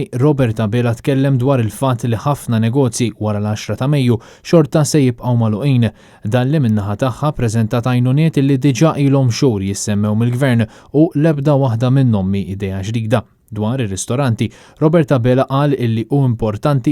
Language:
Maltese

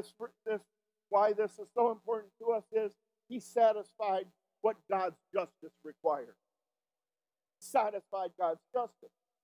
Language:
English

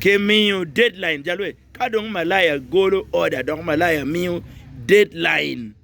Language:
Acoli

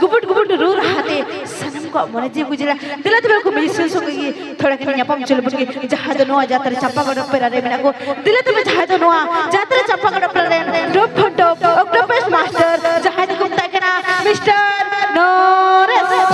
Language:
Santali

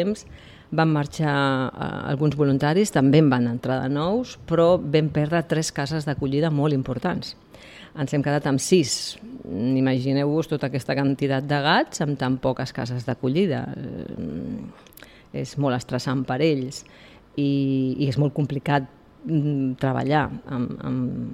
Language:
Catalan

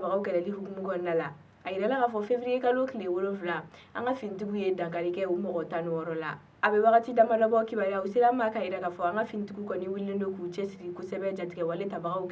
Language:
Bambara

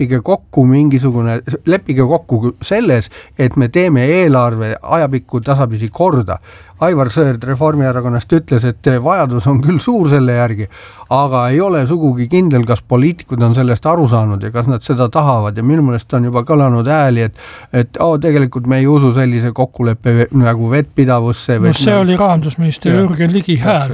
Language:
Estonian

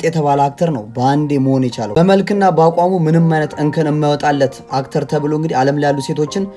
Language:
Amharic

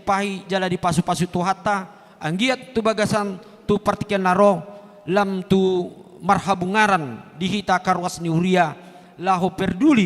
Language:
Batak Toba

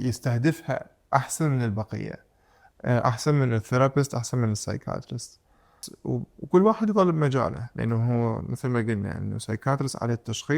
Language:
Mesopotamian Arabic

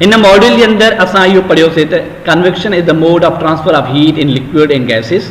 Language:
Sindhi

